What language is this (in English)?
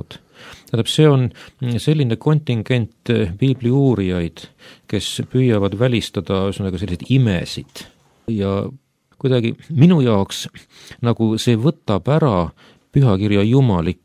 Estonian